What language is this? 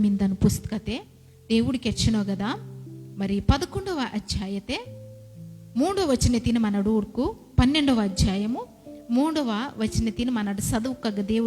Koya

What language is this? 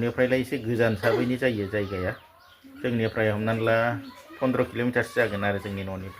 Bodo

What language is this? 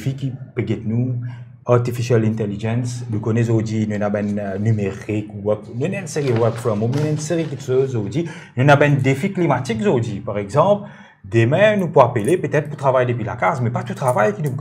Morisyen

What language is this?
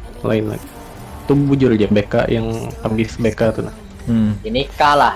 Banjar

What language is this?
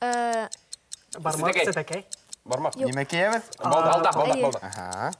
Bashkir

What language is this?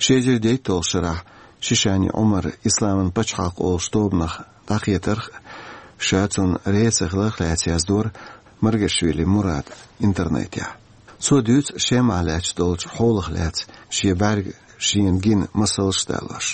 Chechen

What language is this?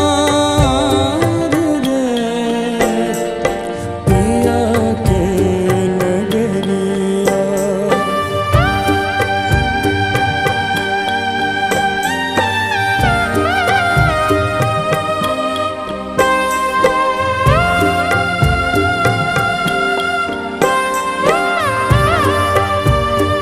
Bhojpuri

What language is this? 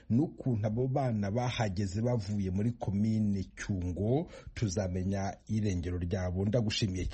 Kinyarwanda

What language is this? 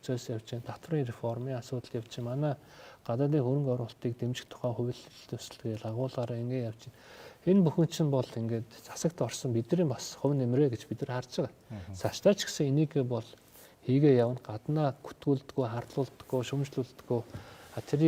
Mongolian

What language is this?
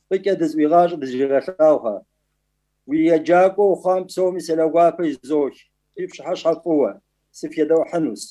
Kabardian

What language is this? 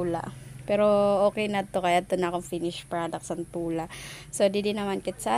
Waray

